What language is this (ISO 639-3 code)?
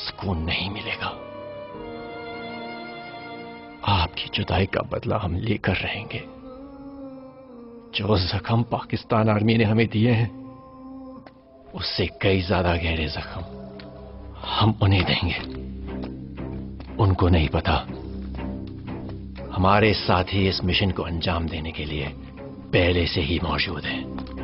hin